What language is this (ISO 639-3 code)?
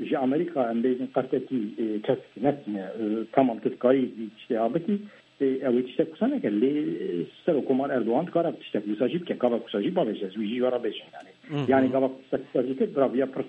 kur